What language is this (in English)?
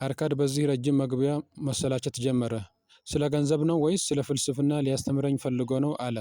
Amharic